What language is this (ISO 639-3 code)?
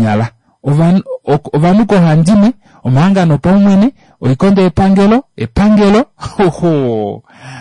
kua